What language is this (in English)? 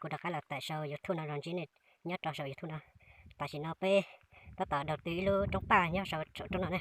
Hmong